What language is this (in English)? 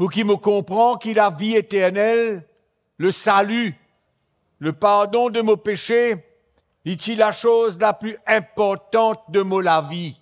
Morisyen